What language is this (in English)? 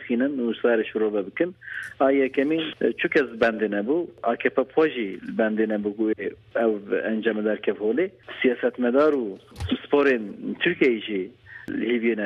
Kurdish